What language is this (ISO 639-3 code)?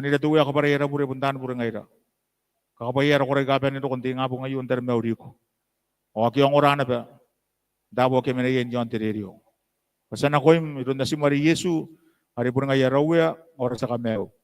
gil